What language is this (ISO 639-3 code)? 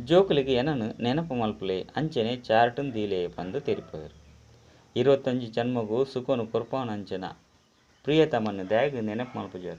tcy